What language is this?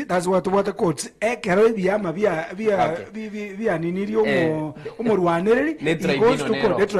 Gusii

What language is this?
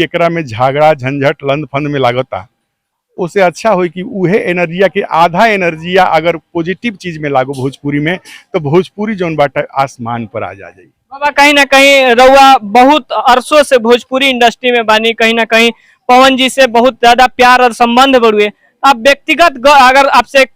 Bhojpuri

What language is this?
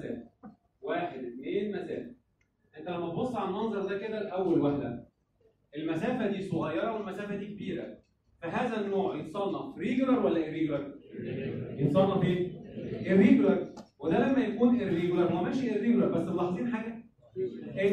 Egyptian Arabic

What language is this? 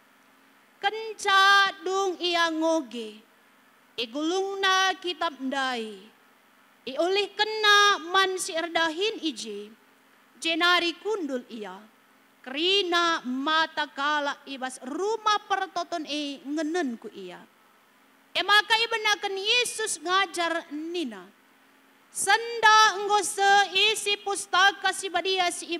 Batak Karo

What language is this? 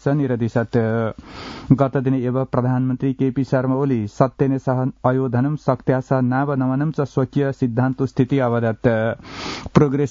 Sanskrit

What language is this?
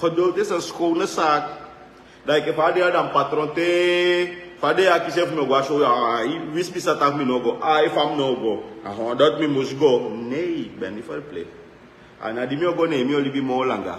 Sranan Tongo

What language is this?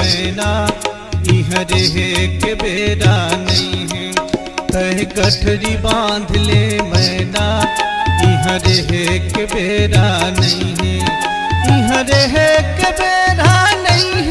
Chhattisgarhi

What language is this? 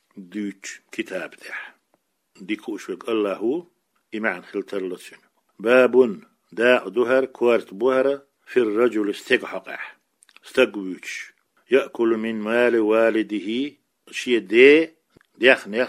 Chechen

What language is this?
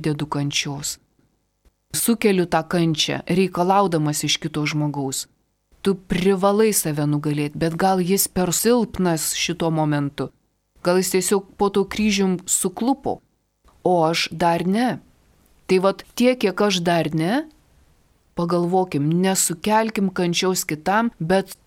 Lithuanian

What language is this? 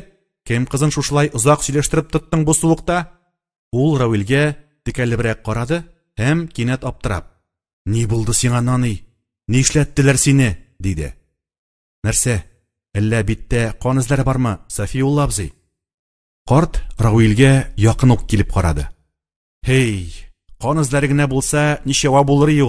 Tatar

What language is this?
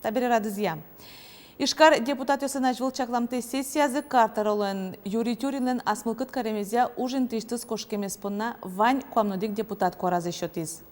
Udmurt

